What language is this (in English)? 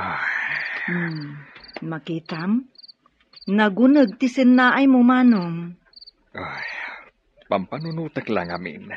Iloko